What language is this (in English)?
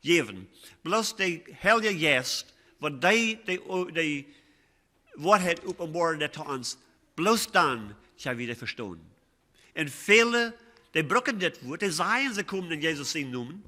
Plautdietsch